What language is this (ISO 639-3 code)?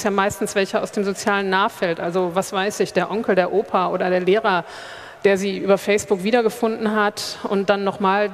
deu